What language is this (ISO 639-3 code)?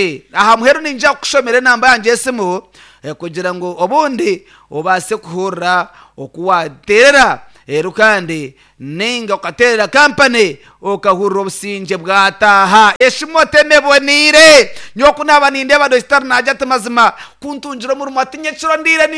nyn